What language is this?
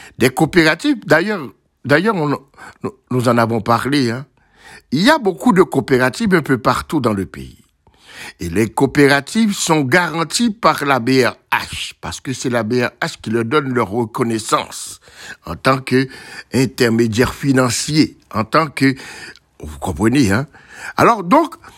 French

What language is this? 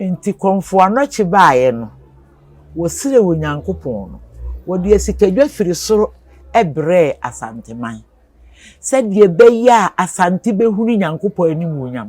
Akan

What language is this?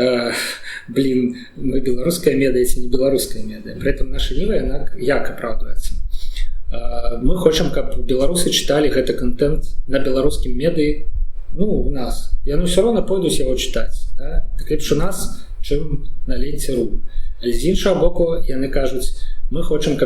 Belarusian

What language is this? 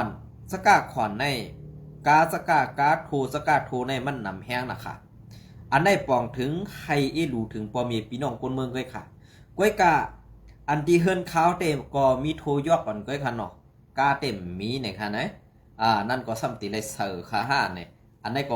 Shan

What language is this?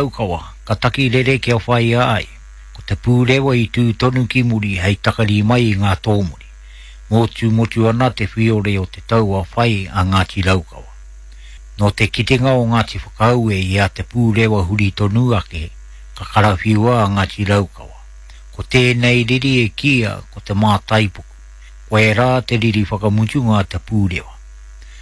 Māori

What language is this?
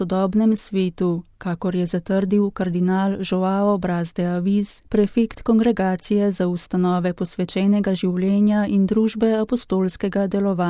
Slovenian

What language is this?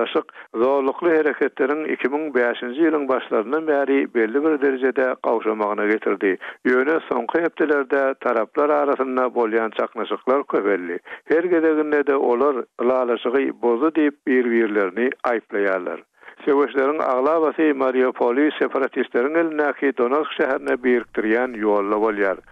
Turkmen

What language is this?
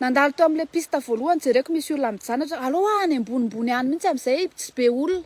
Malagasy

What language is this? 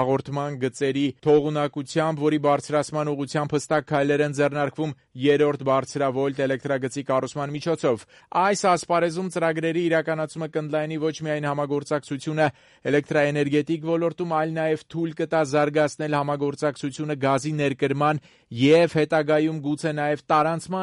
Armenian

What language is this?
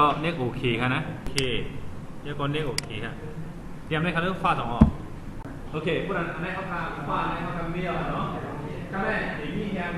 Shan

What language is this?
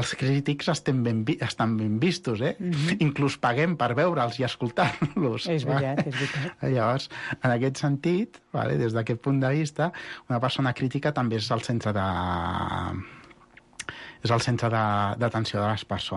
Catalan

